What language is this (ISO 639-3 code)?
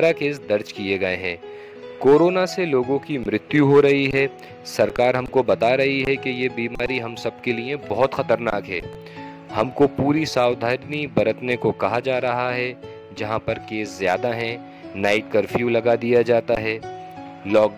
hin